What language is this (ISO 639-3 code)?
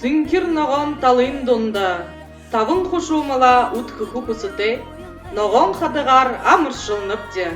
bua